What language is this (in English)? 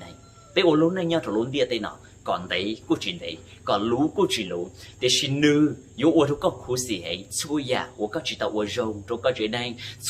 Hmong